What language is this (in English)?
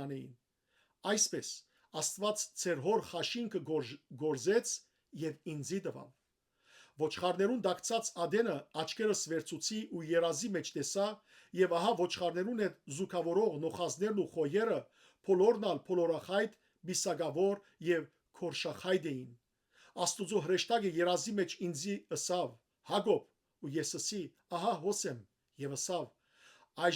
Western Armenian